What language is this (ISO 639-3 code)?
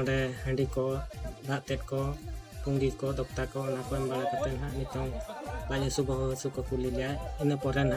sat